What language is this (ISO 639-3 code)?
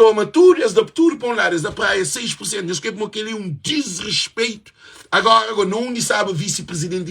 kea